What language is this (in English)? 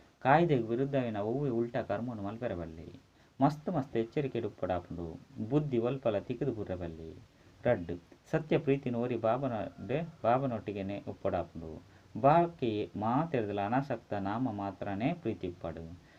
Tulu